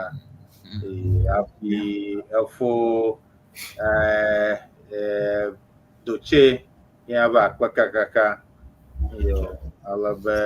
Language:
Ewe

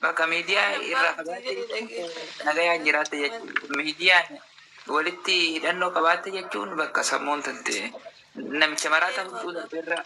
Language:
Oromo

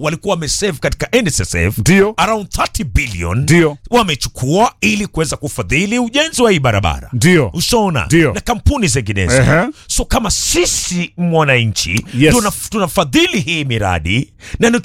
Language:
Swahili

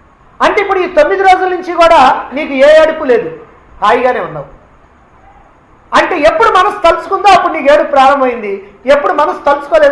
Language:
Telugu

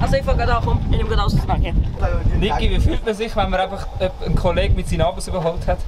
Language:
Swiss German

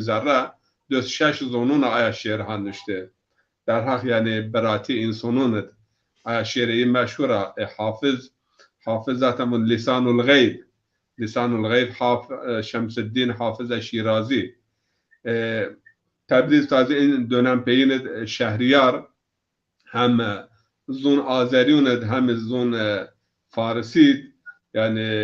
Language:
Zaza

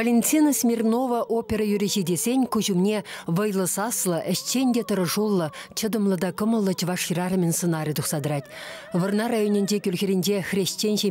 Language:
Chuvash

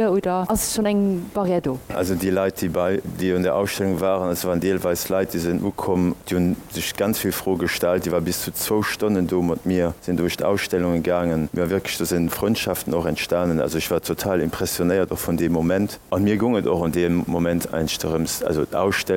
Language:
Luxembourgish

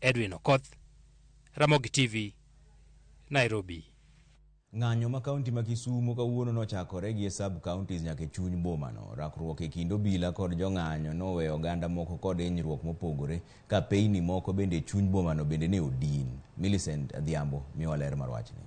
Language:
Luo (Kenya and Tanzania)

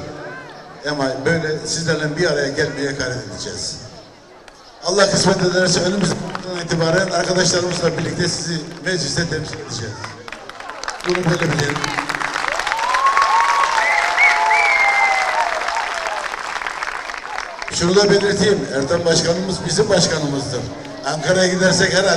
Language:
Turkish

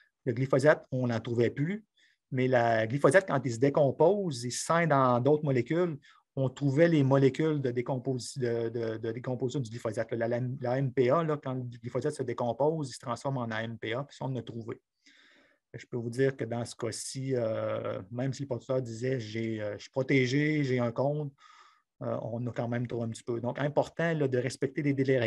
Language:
French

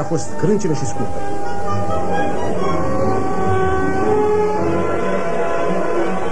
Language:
Romanian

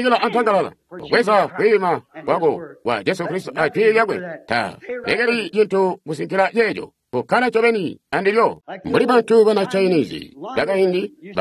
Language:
Tonga (Zambia)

